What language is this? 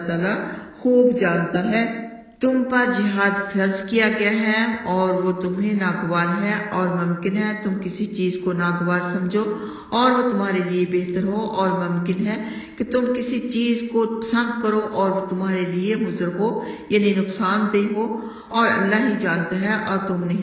Urdu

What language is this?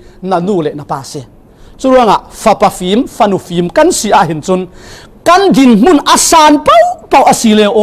Falam Chin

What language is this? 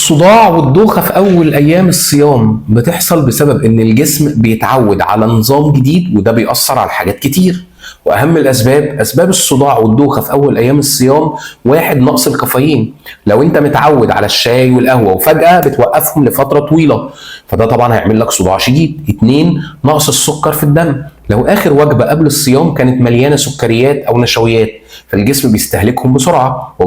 Egyptian Arabic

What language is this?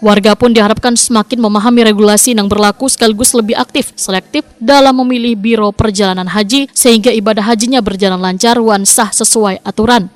Banjar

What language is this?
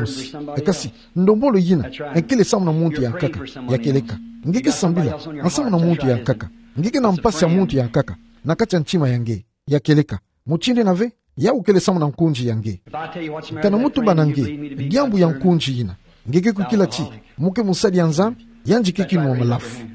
Kituba (Democratic Republic of Congo)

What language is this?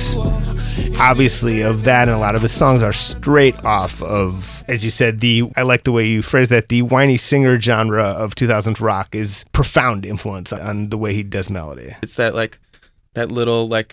English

